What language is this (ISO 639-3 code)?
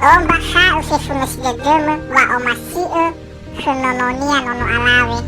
nia